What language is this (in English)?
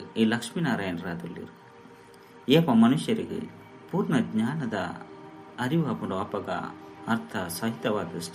Tulu